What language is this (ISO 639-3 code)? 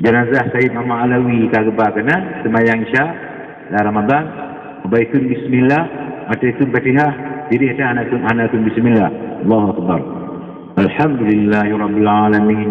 ace